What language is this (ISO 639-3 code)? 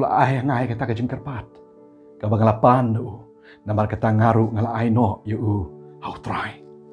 kha